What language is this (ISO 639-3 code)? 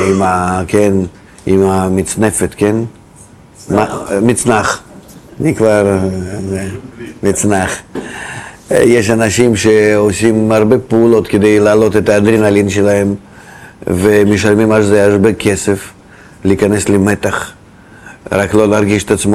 heb